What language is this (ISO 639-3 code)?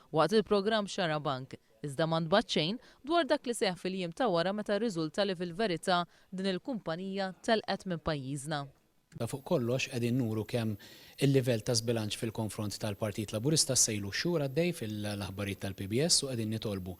mlt